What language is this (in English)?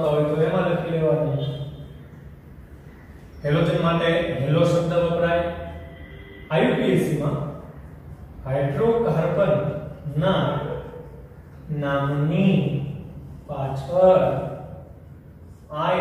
Gujarati